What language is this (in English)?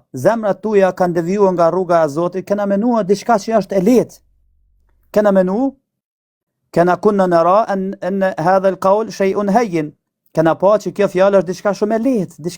Albanian